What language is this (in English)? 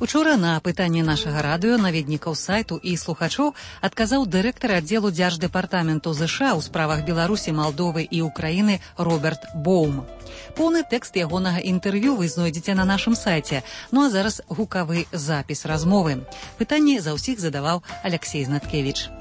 Belarusian